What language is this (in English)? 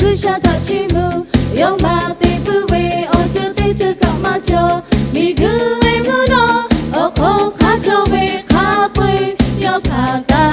Lahu